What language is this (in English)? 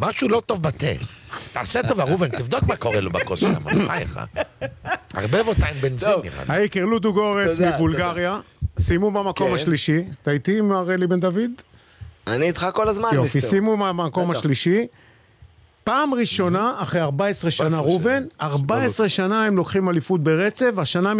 Hebrew